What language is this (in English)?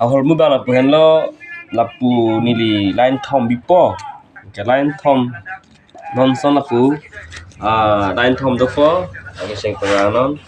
Karbi